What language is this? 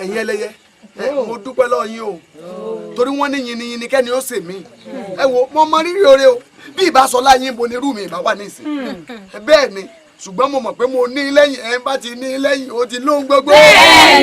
Yoruba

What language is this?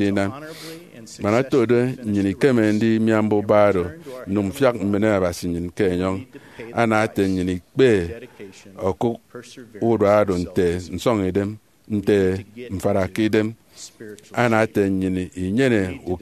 Efik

